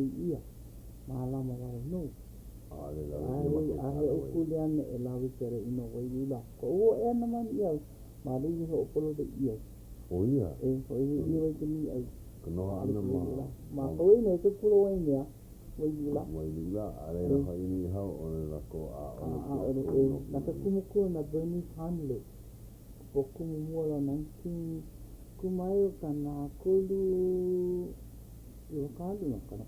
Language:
Hawaiian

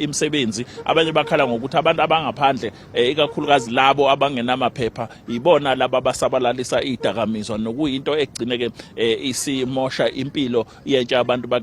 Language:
Zulu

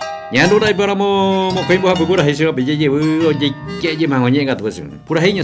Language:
Guarani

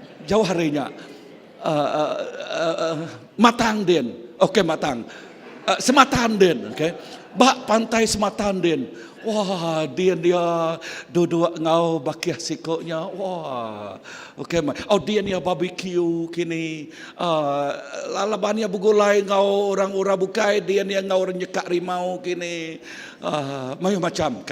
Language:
Iban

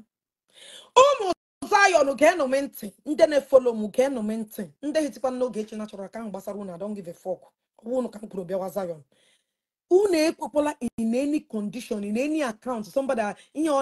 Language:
Igbo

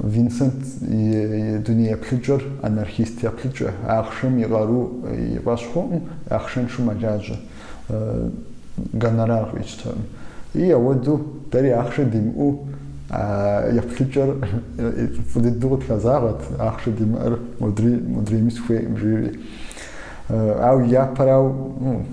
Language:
Kabardian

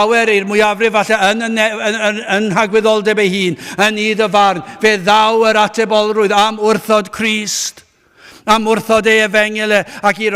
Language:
Welsh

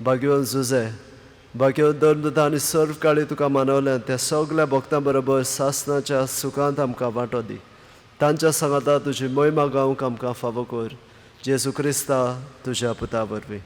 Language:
Konkani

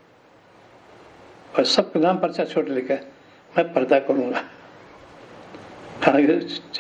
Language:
Urdu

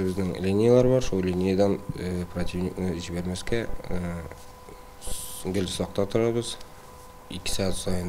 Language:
Tatar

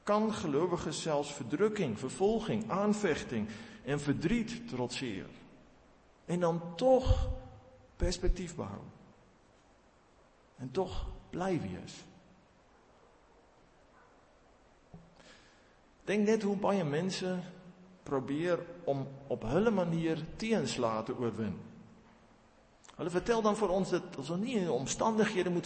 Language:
Afrikaans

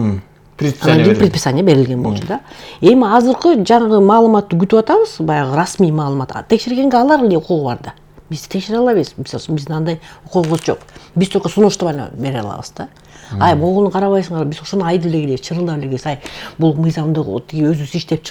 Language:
Kyrgyz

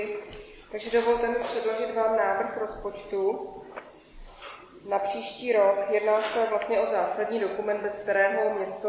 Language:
Czech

